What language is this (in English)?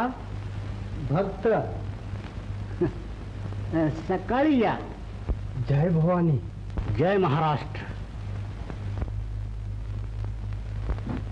Marathi